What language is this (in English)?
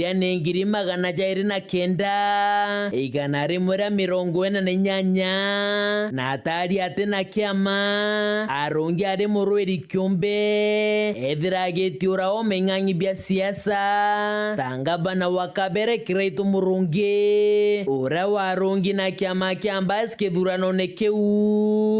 Meru